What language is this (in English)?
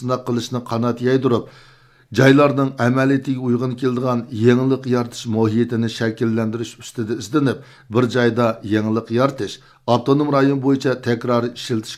Uyghur